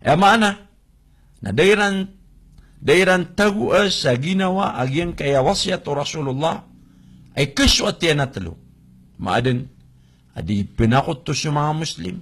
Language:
Maranao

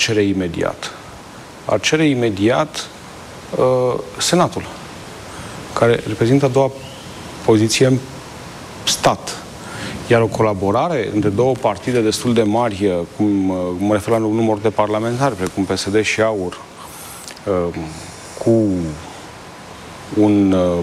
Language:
Romanian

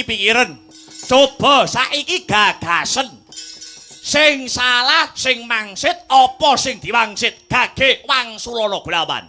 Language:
Javanese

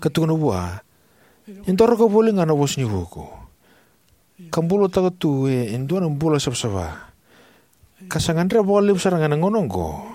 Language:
Fijian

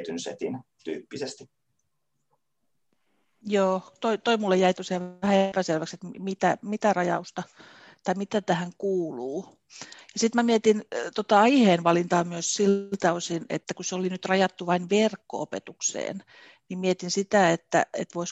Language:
Finnish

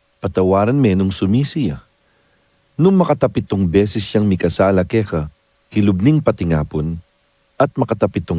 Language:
Pampanga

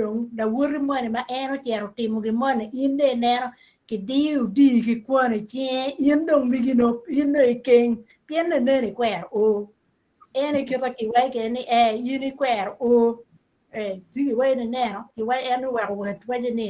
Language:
Acoli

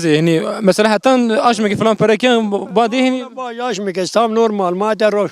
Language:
Zaza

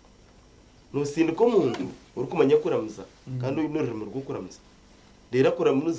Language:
Nyankole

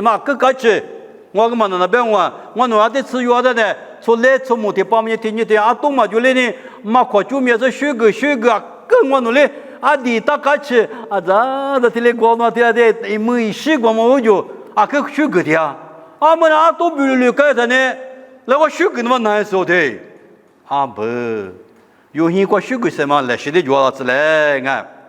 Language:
Lisu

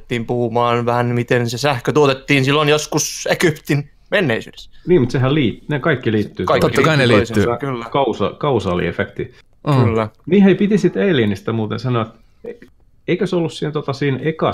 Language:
Finnish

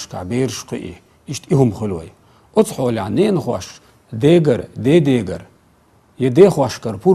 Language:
Chechen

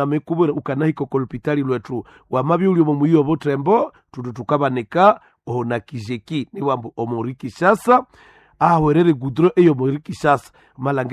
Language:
Nande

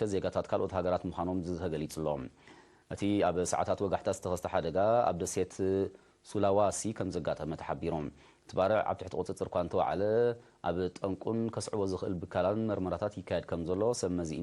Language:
Tigrinya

